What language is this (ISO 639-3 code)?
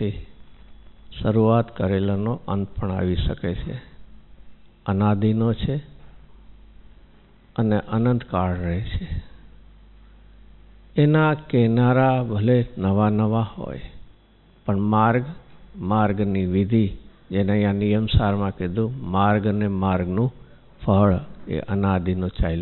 guj